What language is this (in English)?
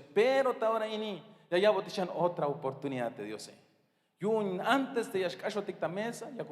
Tzeltal